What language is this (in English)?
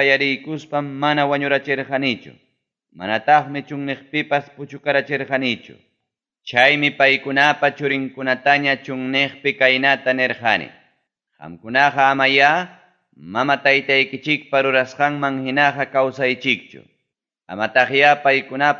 Ayacucho Quechua